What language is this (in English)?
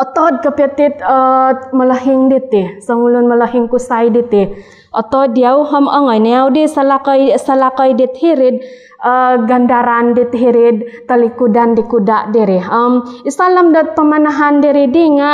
Central Dusun